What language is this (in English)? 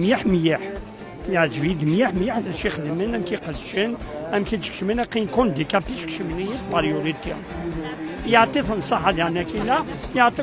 Kabyle